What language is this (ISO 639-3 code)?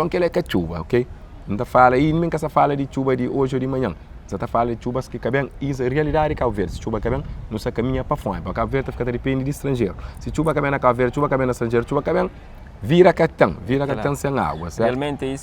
kea